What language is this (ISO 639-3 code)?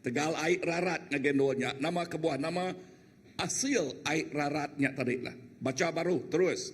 iba